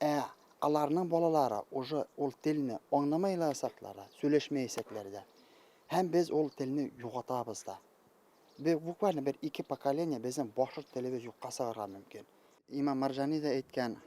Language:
Bashkir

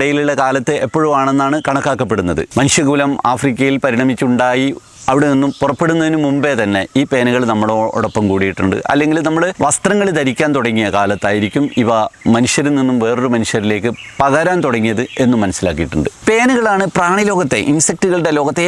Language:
Malayalam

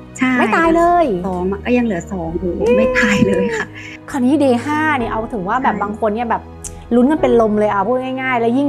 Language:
Thai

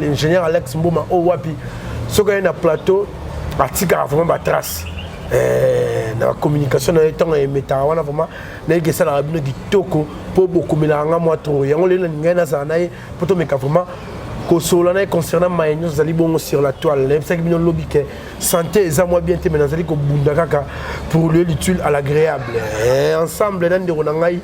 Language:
Lingala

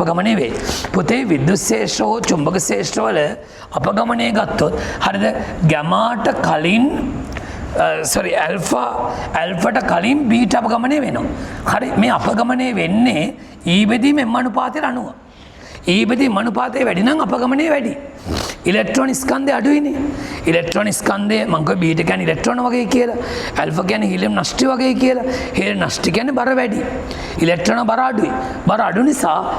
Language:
Sinhala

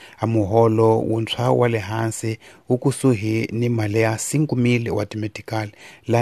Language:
Tsonga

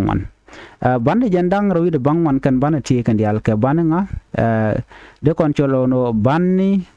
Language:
Nuer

